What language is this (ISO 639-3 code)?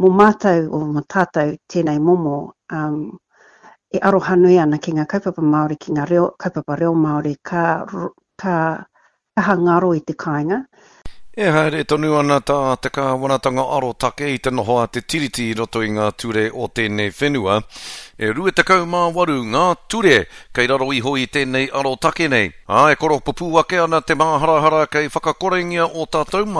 mri